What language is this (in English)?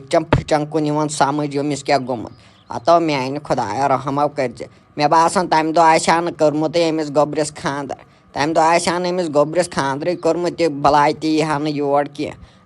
Kashmiri